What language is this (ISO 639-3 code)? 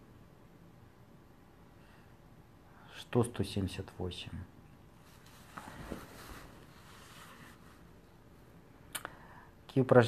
rus